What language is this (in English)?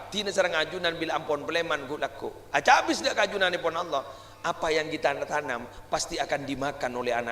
Madurese